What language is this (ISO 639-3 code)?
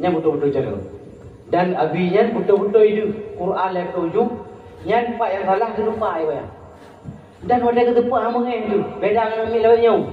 ace